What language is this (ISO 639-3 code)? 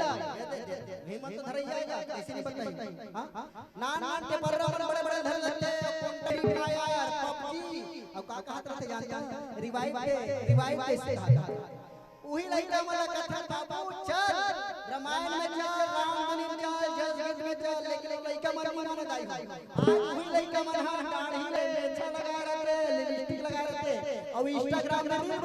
hne